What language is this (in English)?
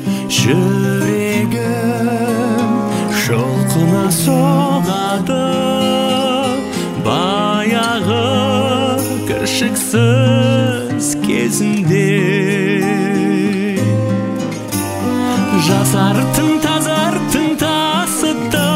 Kazakh